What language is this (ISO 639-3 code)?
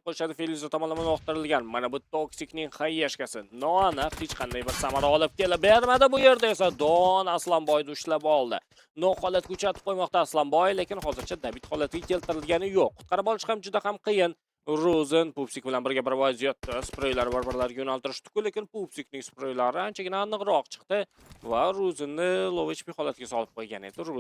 uzb